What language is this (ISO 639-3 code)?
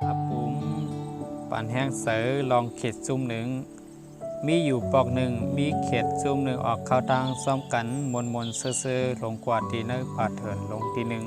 shn